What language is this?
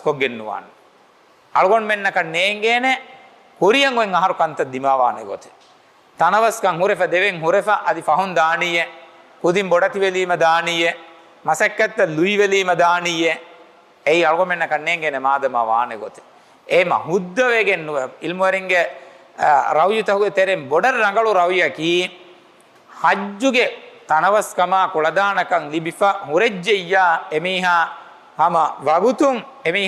Divehi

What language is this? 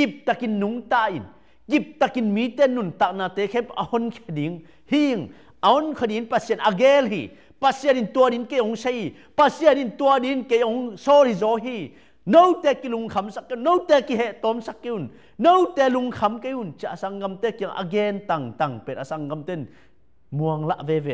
Tedim Chin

